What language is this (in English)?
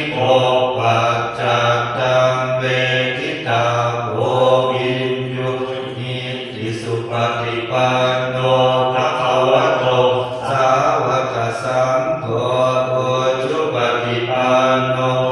Pali